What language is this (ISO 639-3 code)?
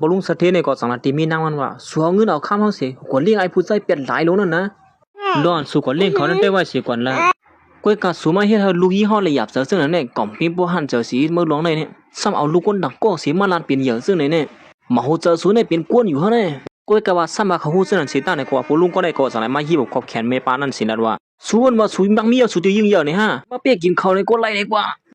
shn